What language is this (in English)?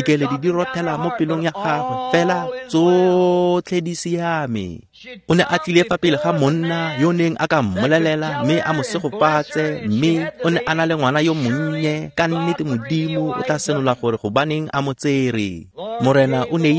Tswana